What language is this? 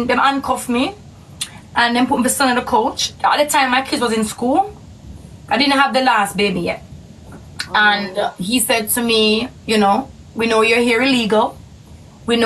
Jamaican Creole English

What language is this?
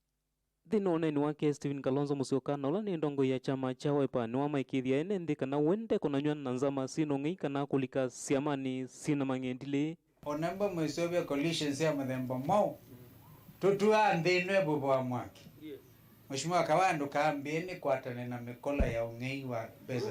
Kamba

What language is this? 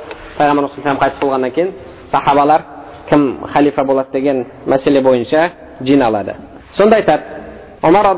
Kazakh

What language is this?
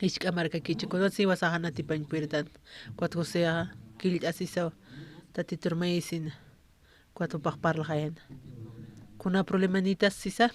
Aymara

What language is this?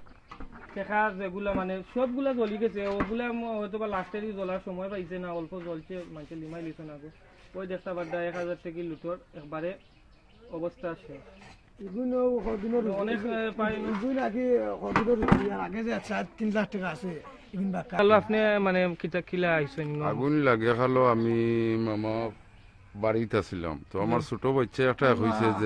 Sylheti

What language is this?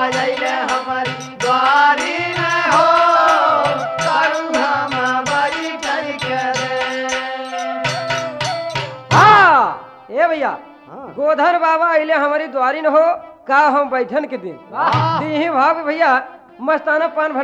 Bhojpuri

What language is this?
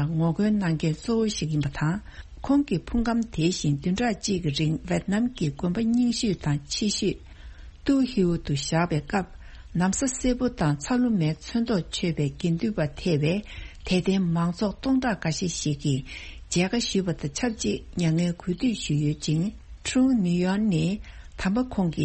Tibetan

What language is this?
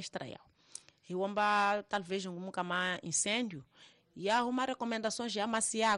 Tsonga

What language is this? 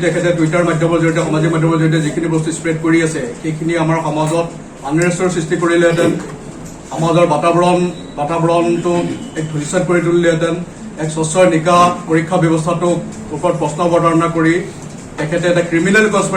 Assamese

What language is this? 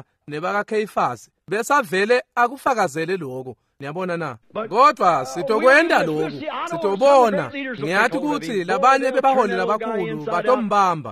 Swati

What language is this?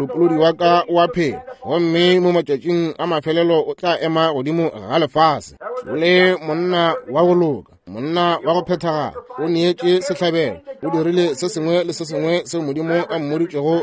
Northern Sotho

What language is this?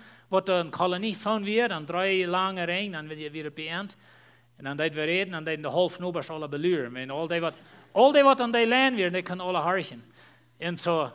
Plautdietsch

